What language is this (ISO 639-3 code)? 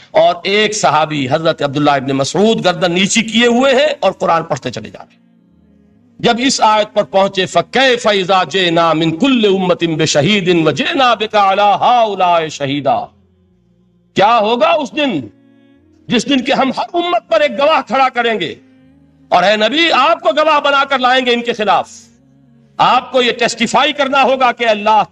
urd